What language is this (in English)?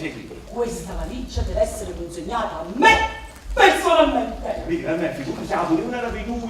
Neapolitan